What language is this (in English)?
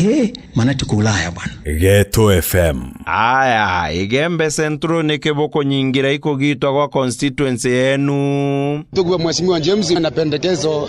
Meru